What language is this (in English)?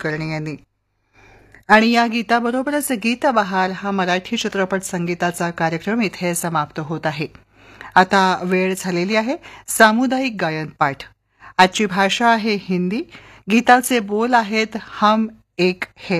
Marathi